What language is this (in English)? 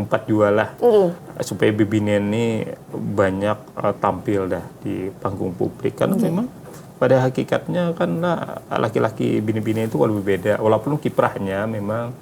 Banjar